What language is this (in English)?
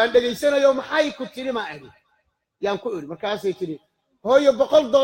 Somali